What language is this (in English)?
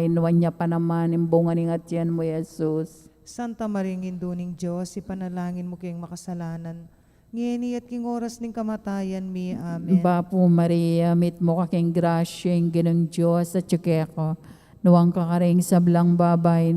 Pampanga